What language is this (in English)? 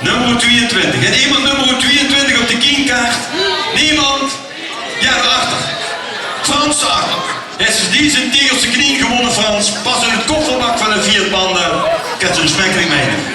Limburgish